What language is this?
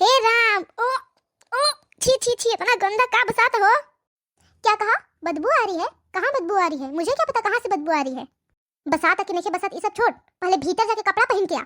Bhojpuri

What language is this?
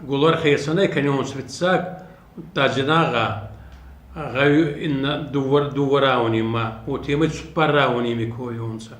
Ossetic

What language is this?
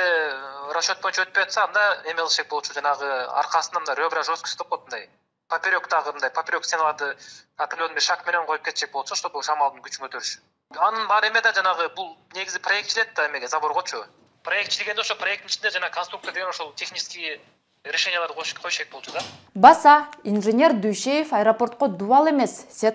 Kyrgyz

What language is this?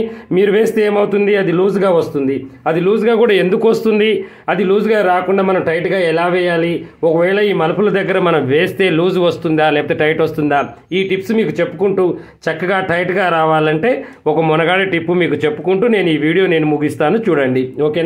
Telugu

